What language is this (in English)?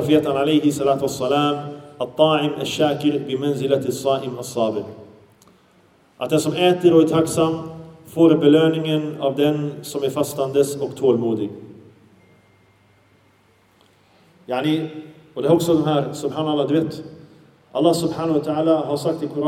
Swedish